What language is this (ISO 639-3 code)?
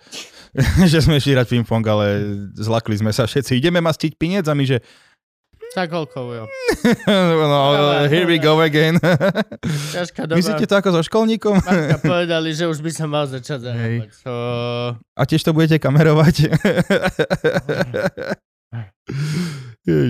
slk